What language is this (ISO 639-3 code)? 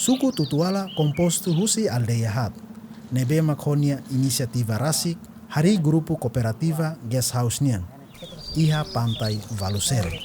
tet